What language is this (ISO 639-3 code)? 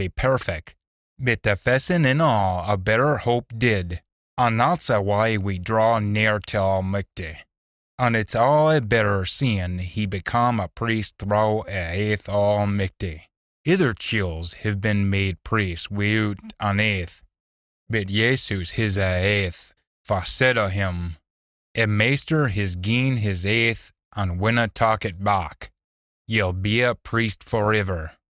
sco